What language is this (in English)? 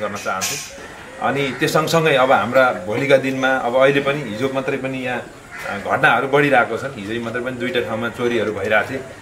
Nepali